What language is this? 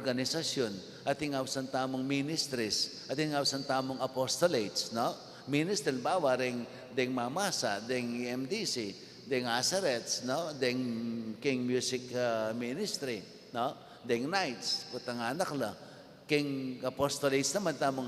Pampanga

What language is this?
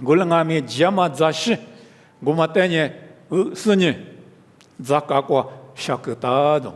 Lisu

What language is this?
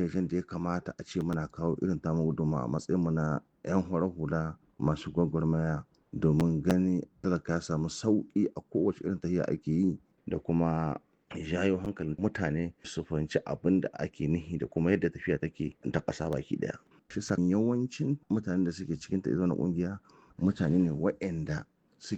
Hausa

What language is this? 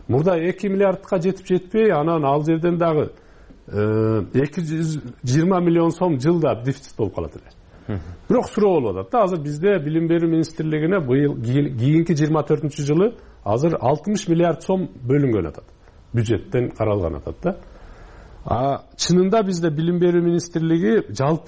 Kyrgyz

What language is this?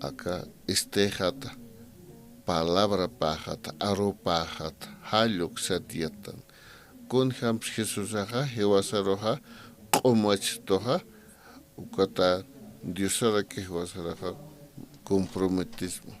Aymara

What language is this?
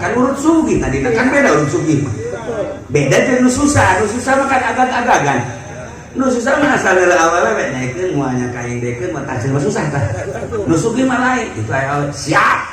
Sundanese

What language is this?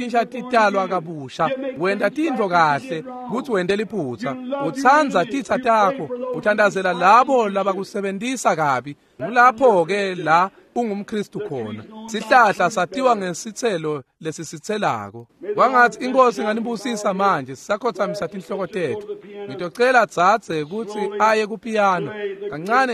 Swati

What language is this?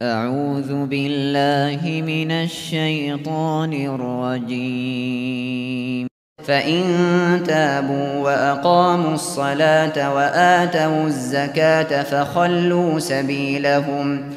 Uyghur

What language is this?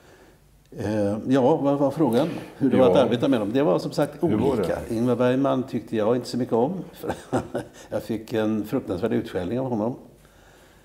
Swedish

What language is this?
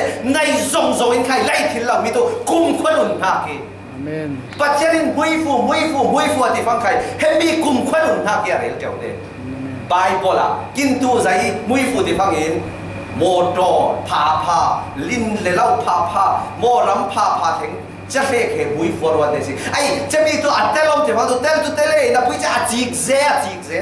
Falam Chin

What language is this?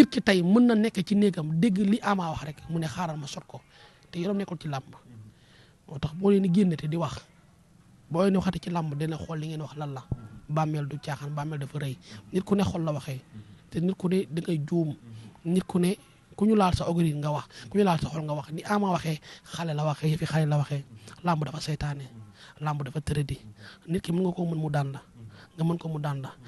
Wolof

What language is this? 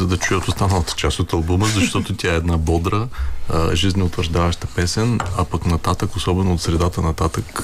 Bulgarian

